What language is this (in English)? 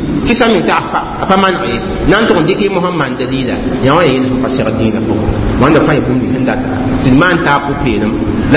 Mossi